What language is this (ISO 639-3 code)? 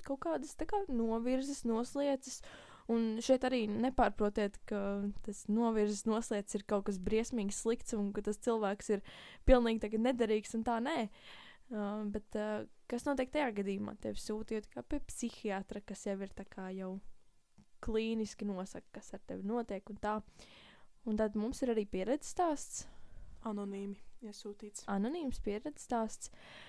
lav